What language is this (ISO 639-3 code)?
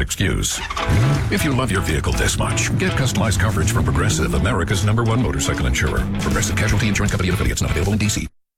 eng